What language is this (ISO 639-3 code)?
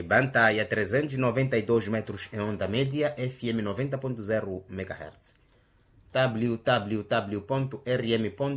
vmw